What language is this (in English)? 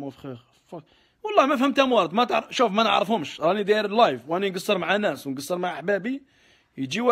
Algerian Arabic